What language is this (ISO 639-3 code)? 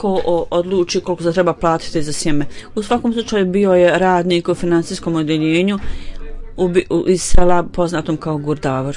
bos